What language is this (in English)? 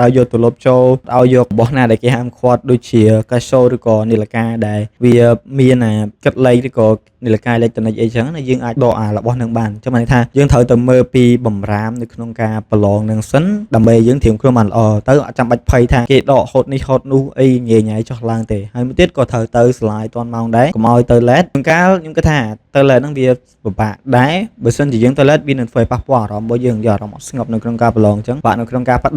Khmer